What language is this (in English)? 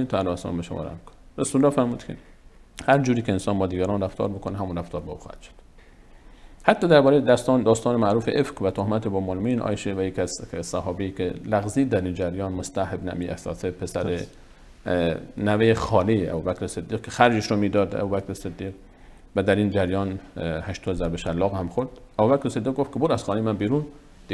Persian